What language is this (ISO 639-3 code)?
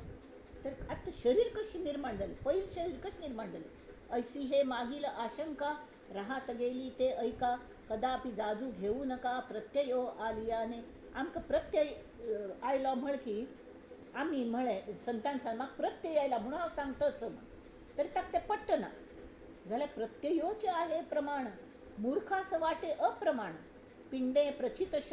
kok